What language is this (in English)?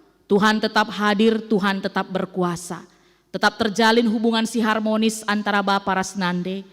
Batak Karo